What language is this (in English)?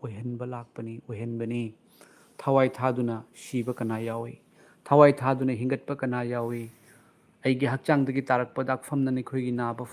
Manipuri